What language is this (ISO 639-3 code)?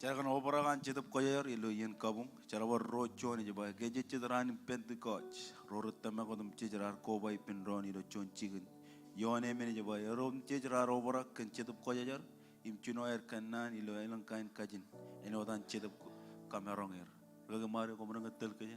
mah